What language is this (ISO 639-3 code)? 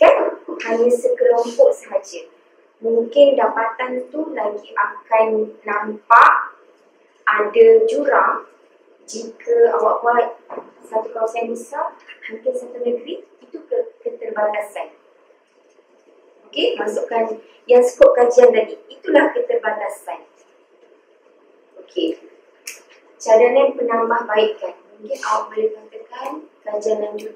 msa